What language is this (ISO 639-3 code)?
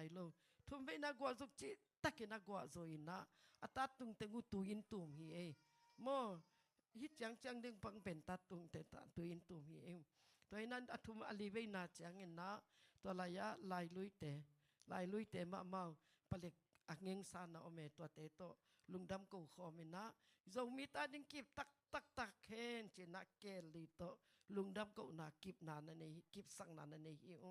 ctd